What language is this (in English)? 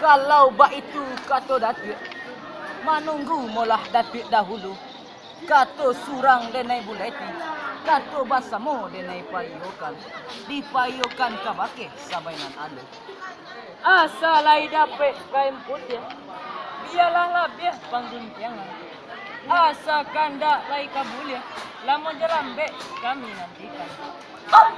Minangkabau